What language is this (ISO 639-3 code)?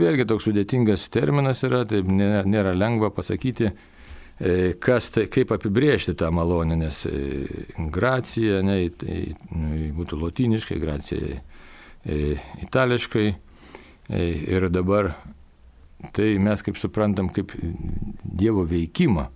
lit